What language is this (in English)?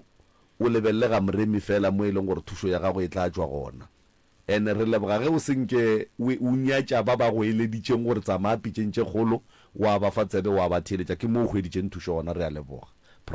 Northern Sotho